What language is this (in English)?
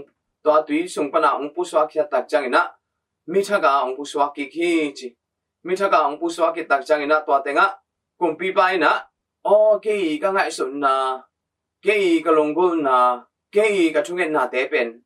Tedim Chin